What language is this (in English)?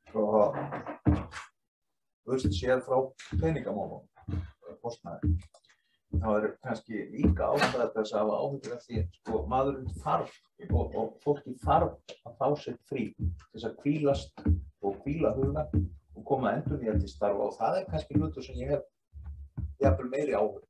Icelandic